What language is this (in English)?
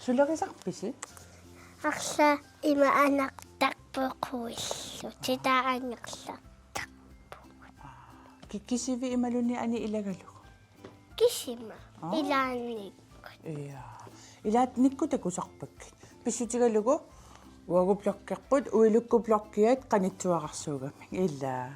Kalaallisut